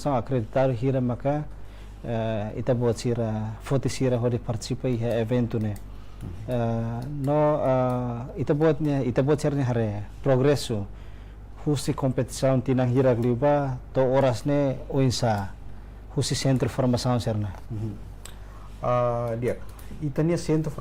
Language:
Tetum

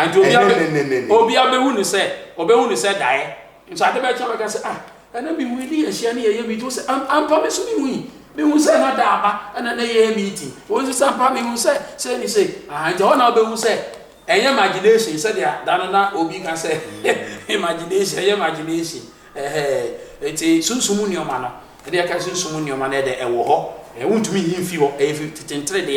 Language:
Akan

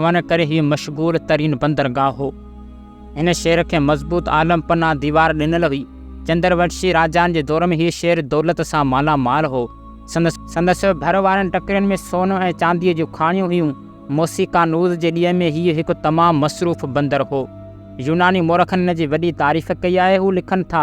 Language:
Sindhi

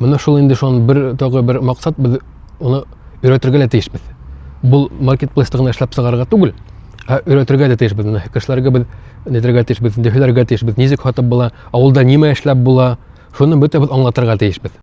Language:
Bashkir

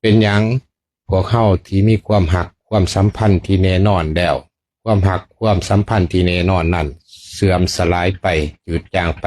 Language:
Lao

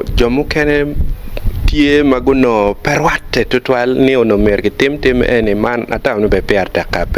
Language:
Acoli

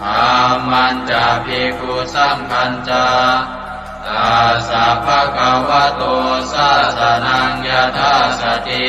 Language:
Pali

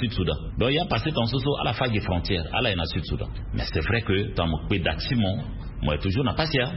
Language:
Sango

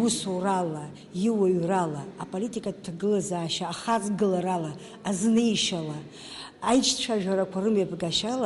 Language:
Abkhazian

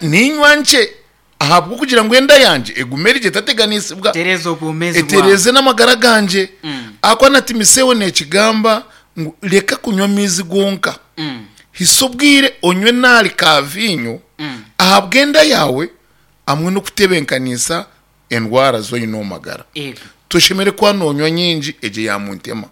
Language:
Nyankole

